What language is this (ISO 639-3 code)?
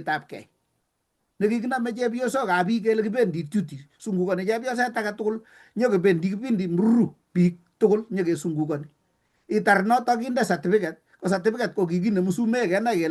kln